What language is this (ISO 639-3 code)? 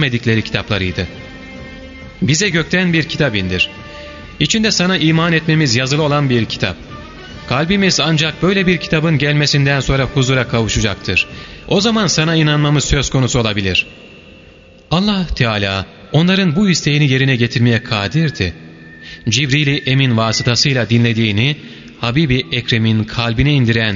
tur